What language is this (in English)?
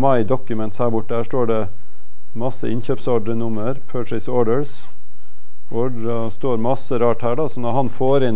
Norwegian